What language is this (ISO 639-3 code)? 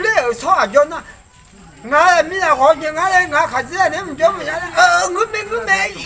ahk